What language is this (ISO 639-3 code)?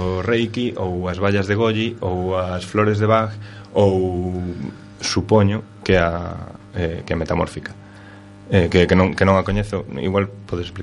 glg